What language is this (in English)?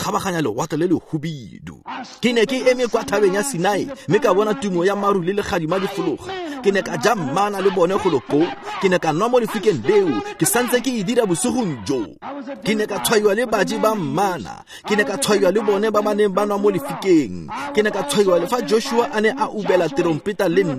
Tswana